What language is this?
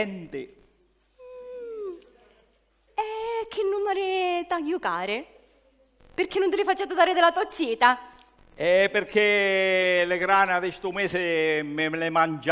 Sicilian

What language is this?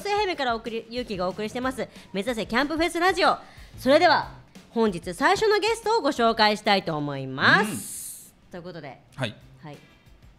Japanese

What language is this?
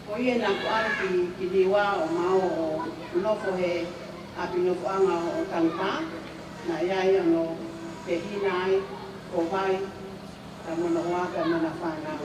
Tongan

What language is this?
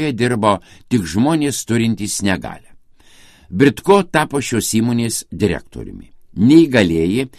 Lithuanian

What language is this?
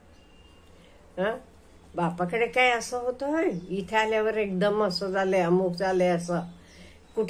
Marathi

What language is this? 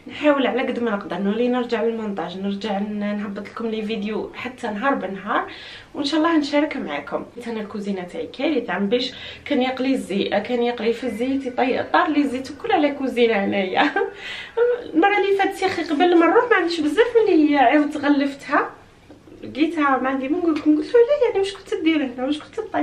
Algerian Arabic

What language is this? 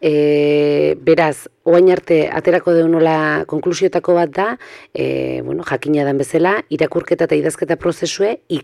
Basque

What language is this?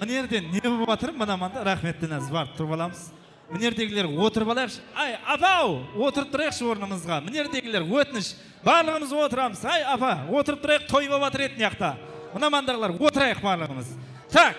Kara-Kalpak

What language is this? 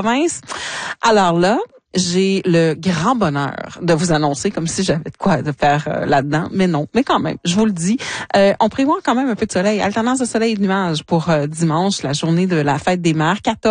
French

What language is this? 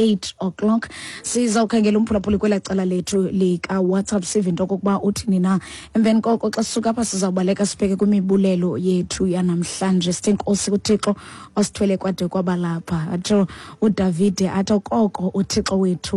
Xhosa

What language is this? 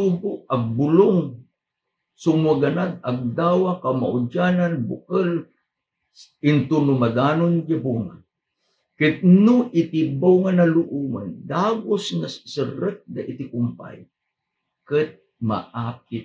Iloko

